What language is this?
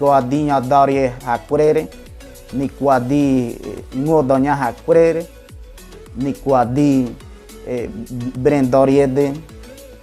Ngäbere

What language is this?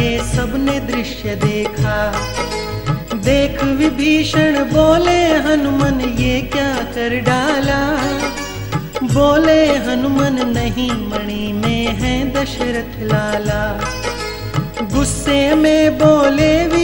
Hindi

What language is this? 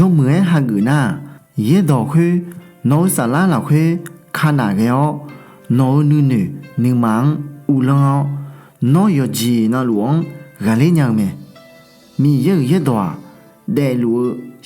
Akha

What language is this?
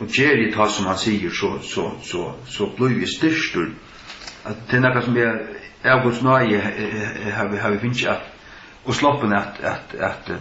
Faroese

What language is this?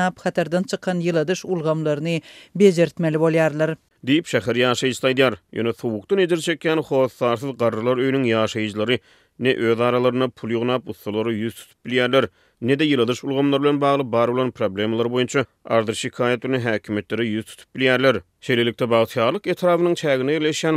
Turkmen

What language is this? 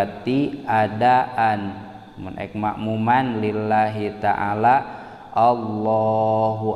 Sundanese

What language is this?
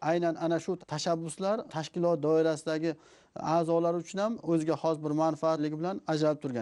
Uzbek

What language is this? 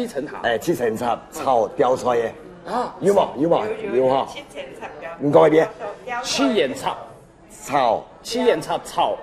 Hakka Chinese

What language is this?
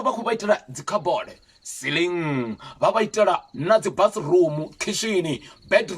Venda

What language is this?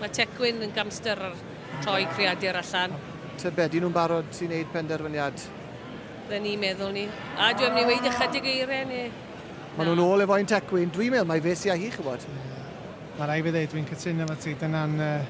Welsh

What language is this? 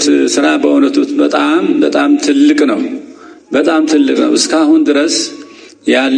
Amharic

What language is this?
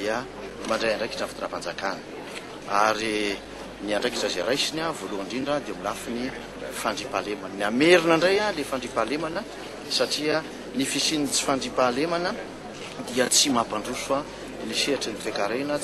Malagasy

